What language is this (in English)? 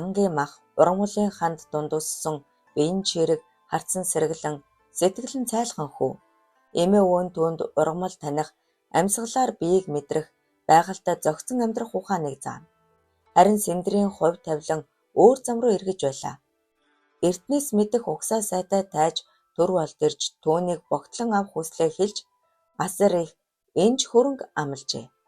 Mongolian